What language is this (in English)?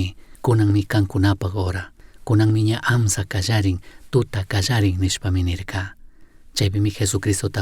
Chimborazo Highland Quichua